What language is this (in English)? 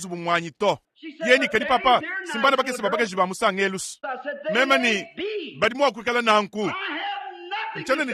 Luba-Lulua